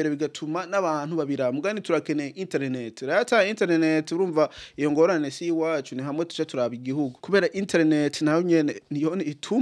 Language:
Rundi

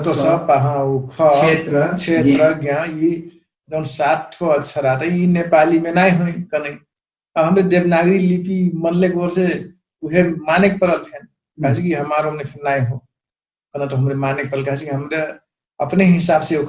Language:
Dangaura Tharu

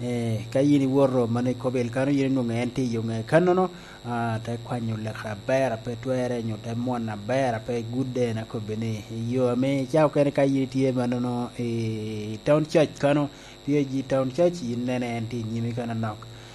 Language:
Lango (Uganda)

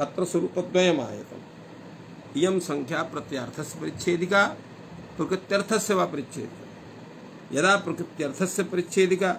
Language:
Sanskrit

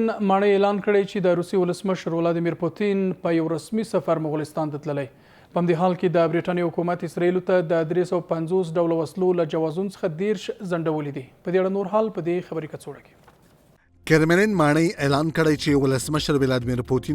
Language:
Pashto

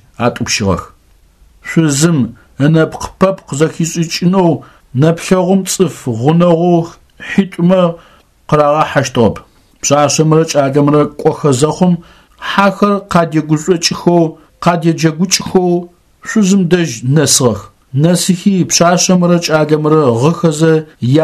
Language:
Adyghe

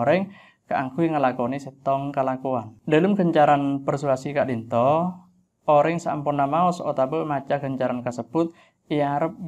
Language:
Madurese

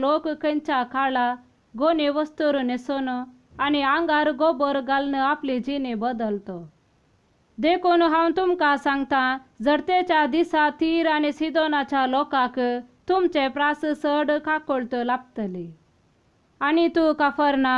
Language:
Konkani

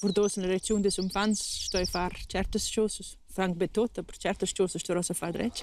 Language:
Romansh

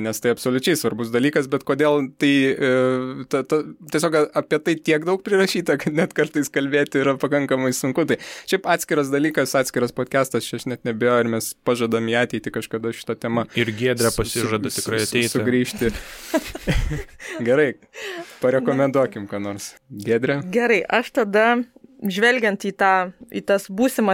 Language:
Lithuanian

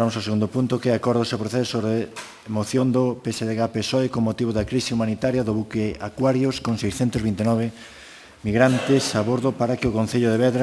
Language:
Galician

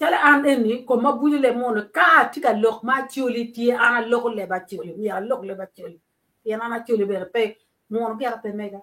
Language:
Acoli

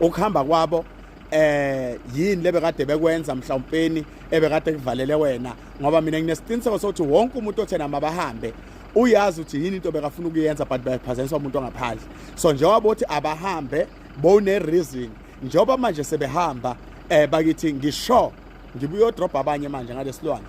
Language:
Zulu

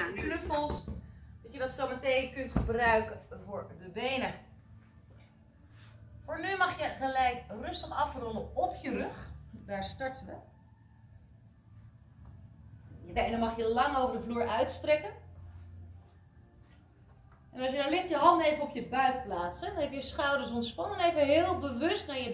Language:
Dutch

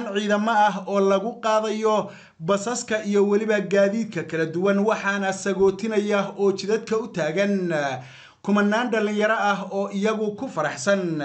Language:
Somali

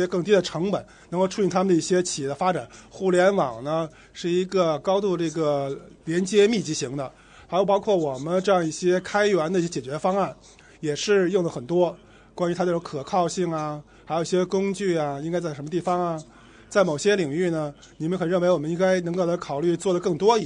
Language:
Chinese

